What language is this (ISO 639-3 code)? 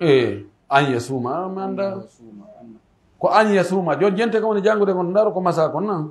fuf